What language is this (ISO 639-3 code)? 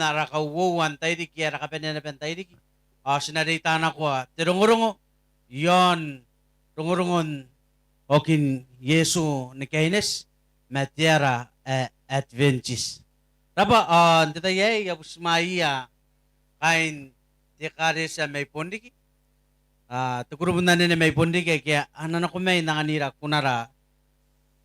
gil